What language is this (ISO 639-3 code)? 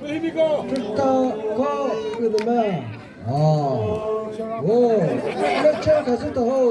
nri